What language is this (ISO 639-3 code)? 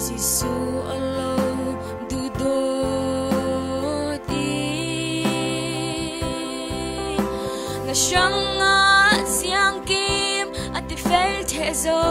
cfm